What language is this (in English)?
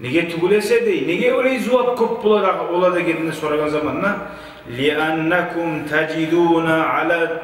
Kumyk